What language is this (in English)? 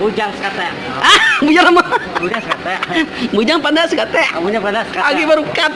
Iban